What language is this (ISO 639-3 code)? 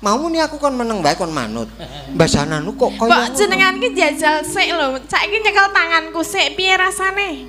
jav